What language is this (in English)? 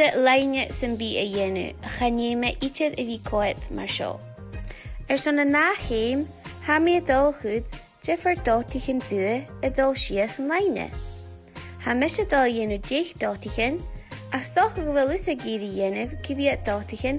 Scottish Gaelic